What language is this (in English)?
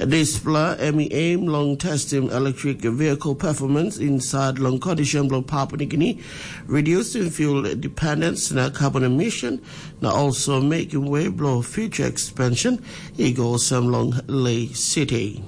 Tok Pisin